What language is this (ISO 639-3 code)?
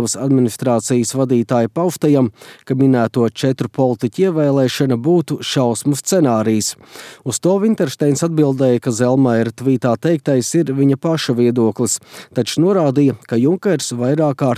lav